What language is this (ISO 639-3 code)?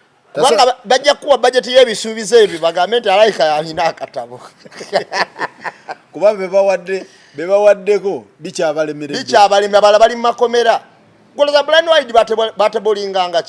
lug